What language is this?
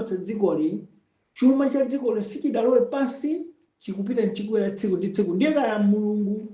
Nyanja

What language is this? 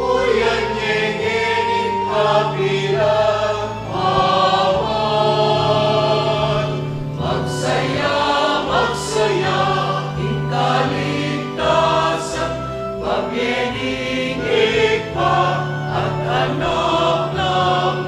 Pampanga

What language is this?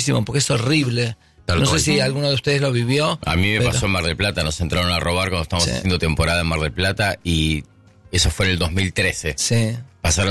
Spanish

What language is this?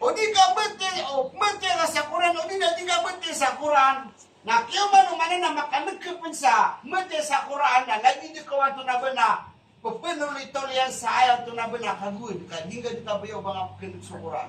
Maranao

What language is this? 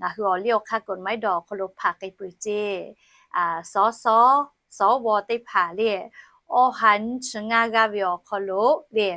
Lahu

